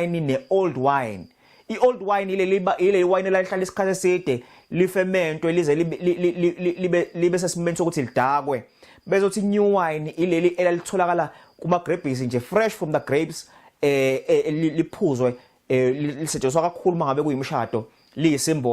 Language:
Zulu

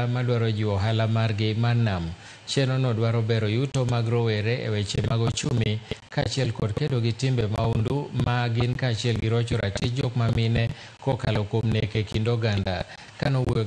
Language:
Luo (Kenya and Tanzania)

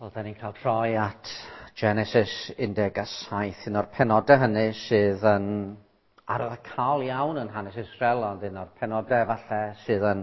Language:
Welsh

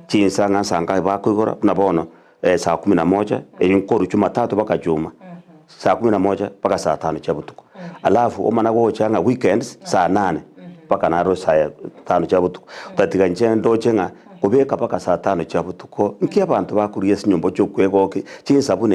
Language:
Gusii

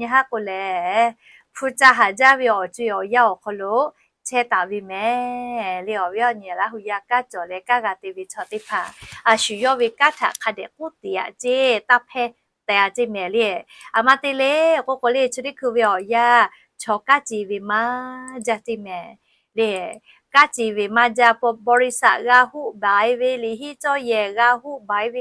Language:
Lahu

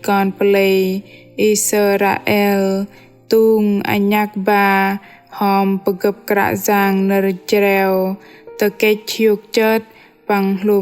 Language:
Bahnar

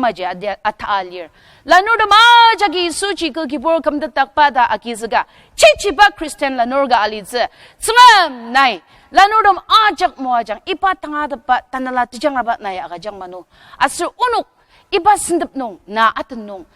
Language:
Ao Naga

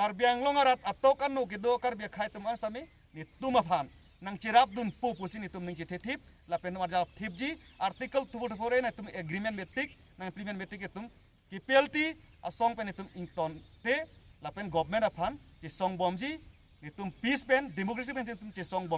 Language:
Karbi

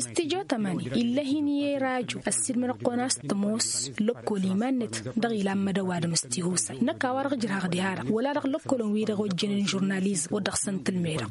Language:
Tamasheq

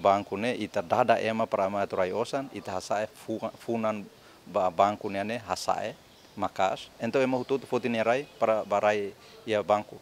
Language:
Tetum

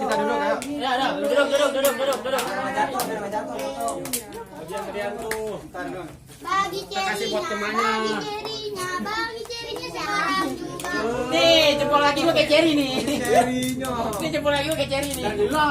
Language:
Betawi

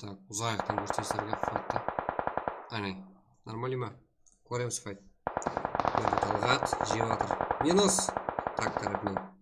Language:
Kara-Kalpak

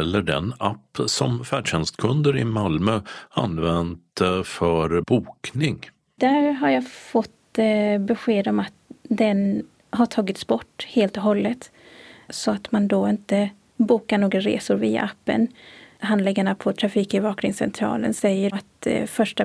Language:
Swedish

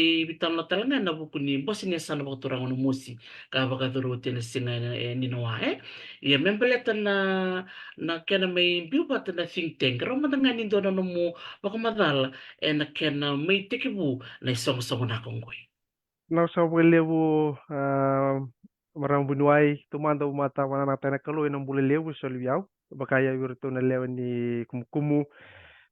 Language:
Fijian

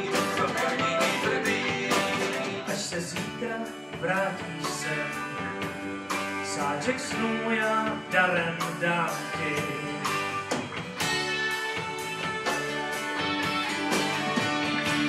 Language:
Czech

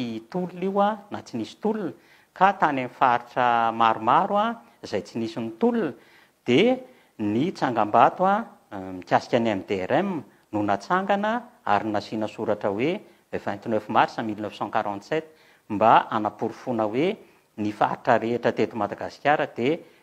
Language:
Malagasy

